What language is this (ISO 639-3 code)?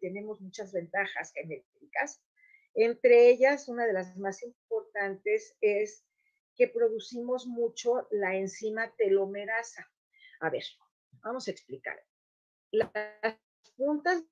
lad